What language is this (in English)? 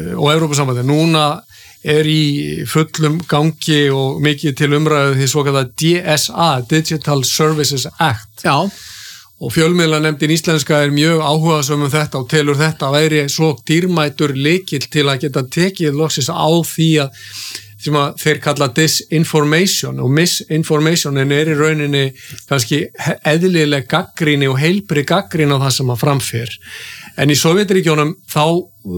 Icelandic